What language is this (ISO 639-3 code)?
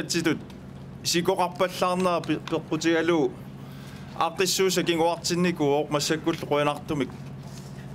kal